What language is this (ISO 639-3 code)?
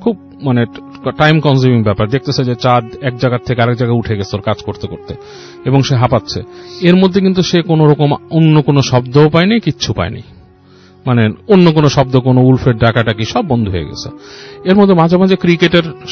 ben